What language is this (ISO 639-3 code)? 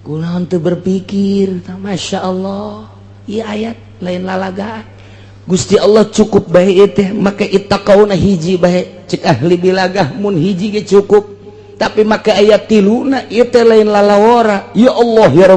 sun